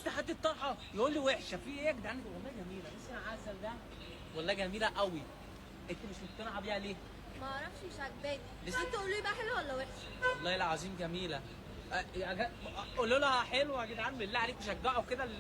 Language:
Egyptian Arabic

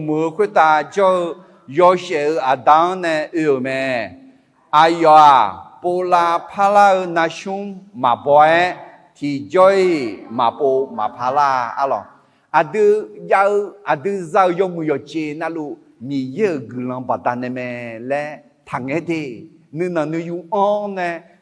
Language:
Akha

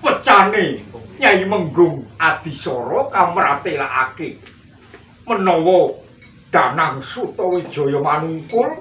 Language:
Javanese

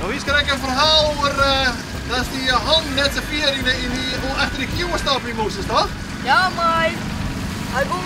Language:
Western Frisian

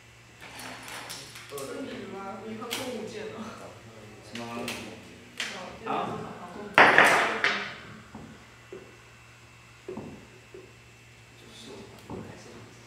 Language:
Chinese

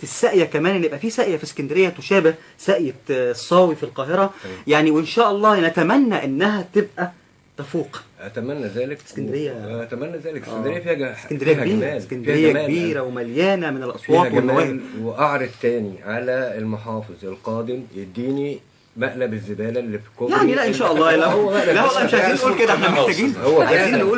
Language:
Egyptian Arabic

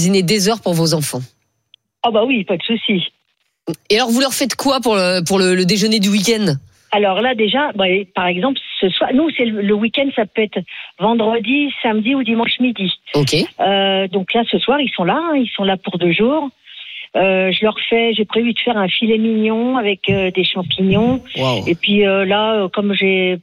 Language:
French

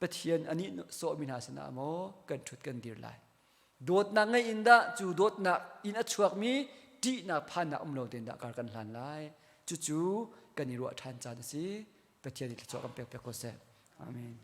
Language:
Hakha Chin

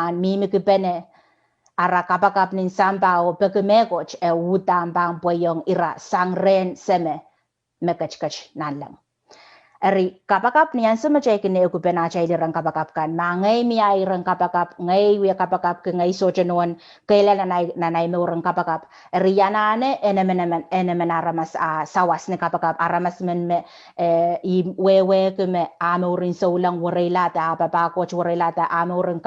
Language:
Pohnpeian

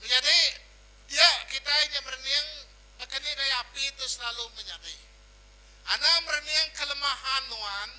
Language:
Iban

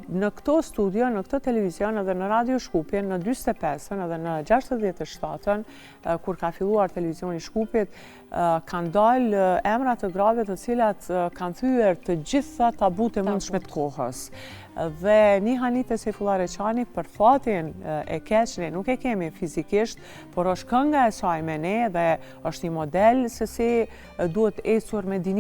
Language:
Albanian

